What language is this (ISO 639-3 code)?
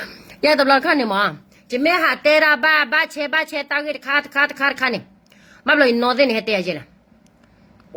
ksw